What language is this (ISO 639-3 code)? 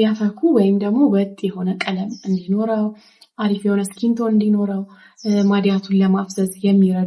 amh